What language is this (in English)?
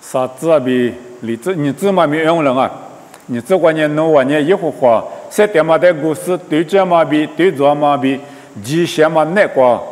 Lisu